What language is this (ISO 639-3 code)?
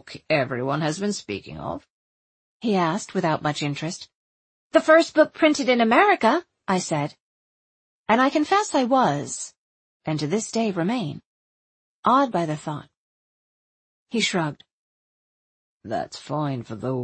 eng